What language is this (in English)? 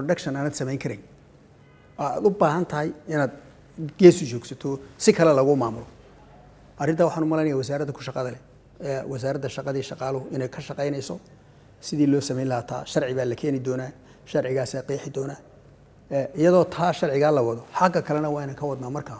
Somali